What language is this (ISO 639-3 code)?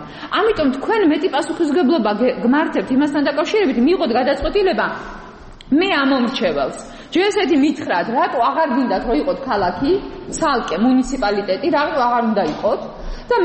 kat